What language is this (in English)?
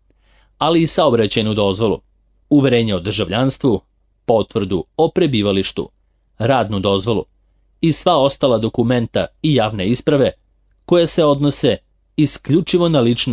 Serbian